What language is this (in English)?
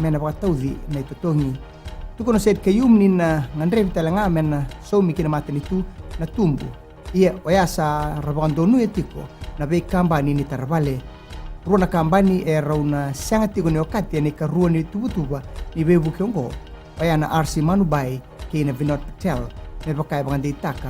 Fijian